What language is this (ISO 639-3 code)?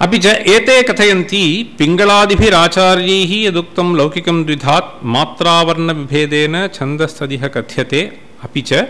san